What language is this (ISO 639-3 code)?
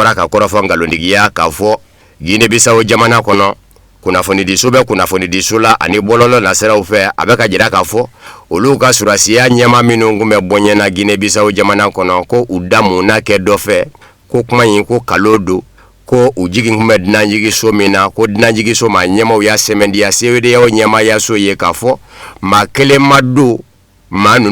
bam